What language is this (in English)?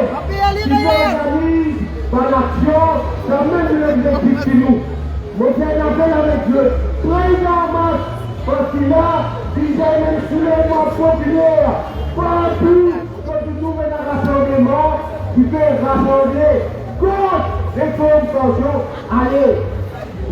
Morisyen